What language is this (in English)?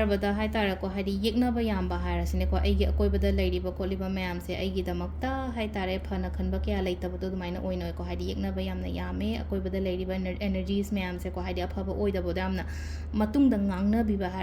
Manipuri